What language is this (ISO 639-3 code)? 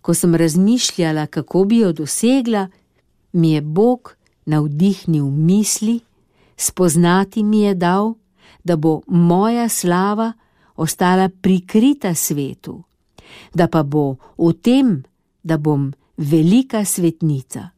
slv